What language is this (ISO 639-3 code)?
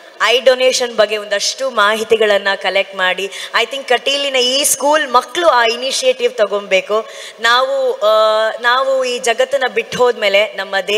kan